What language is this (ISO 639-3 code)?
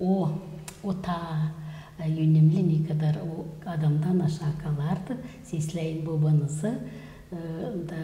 gag